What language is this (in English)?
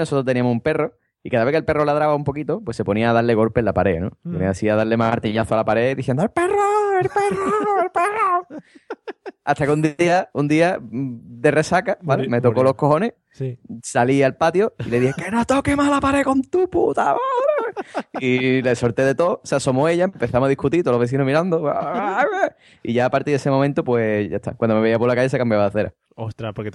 Spanish